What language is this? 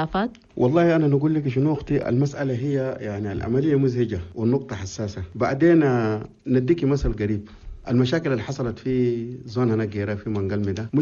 Chadian Arabic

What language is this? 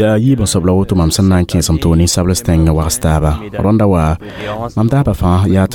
Mossi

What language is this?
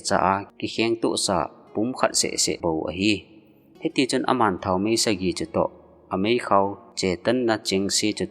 Thado Chin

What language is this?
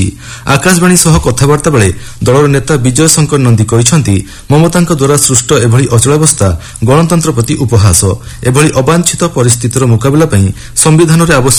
Odia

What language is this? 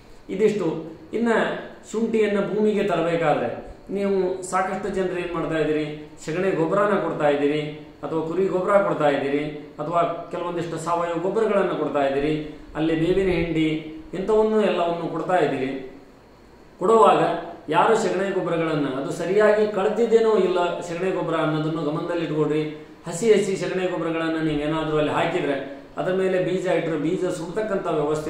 Kannada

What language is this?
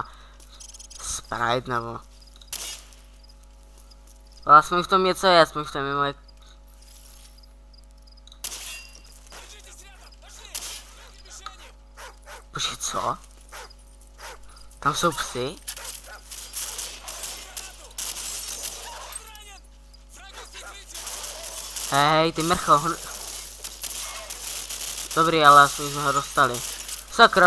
Czech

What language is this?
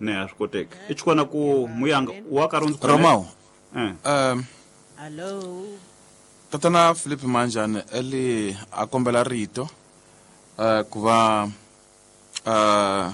Tsonga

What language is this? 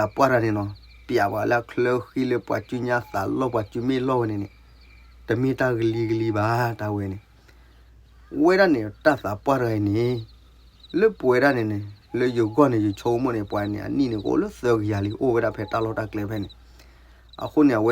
S'gaw Karen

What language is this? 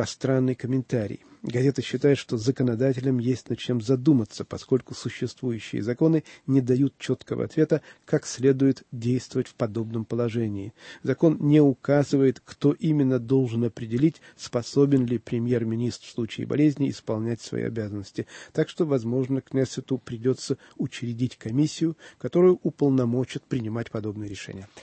Russian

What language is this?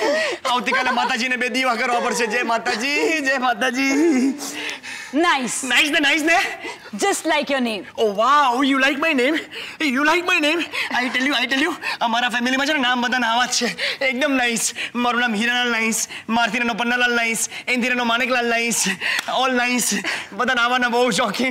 Gujarati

